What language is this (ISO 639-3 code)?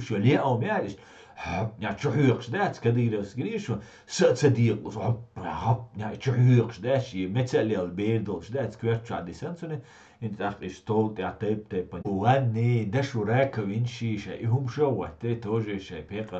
che